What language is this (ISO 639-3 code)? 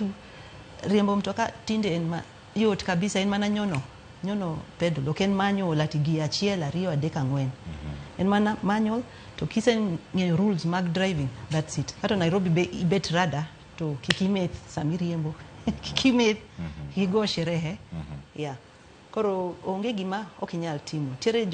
luo